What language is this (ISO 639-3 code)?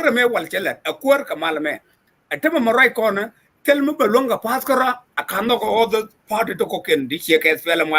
nus